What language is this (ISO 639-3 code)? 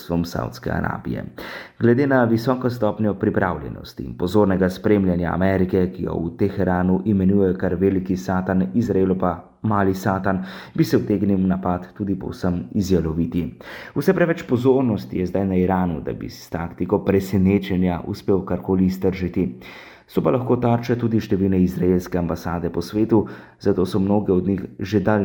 slv